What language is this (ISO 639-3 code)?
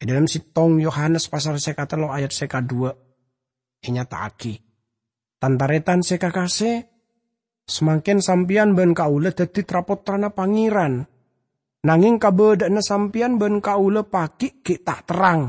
mad